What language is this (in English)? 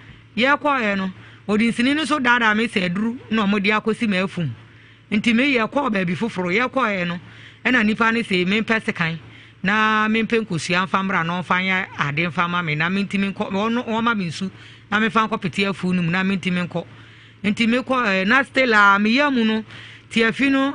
Akan